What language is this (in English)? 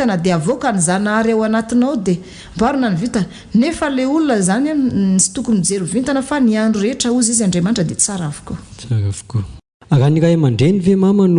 Malagasy